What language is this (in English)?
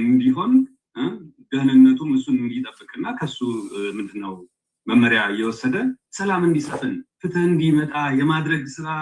Amharic